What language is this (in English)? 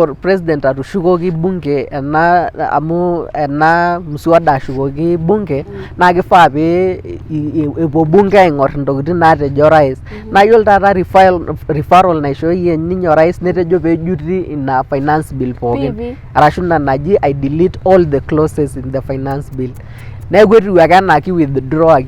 Masai